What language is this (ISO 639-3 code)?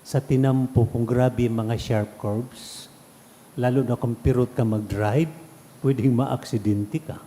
bik